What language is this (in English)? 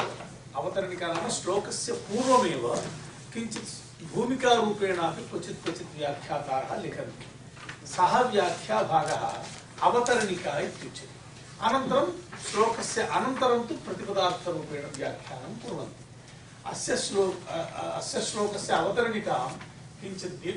Sanskrit